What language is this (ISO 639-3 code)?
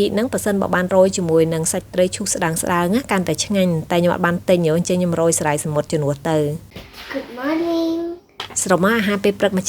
khm